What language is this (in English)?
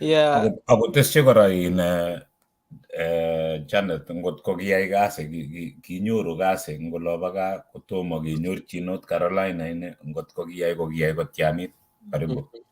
Kalenjin